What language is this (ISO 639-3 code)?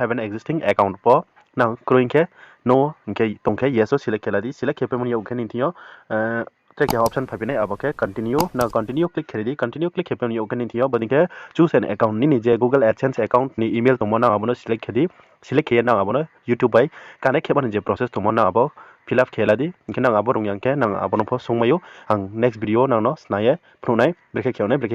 ria